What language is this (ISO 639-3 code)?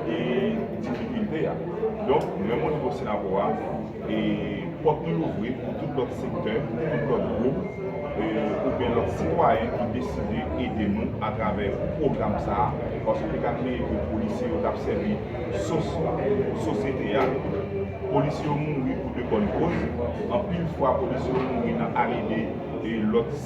hat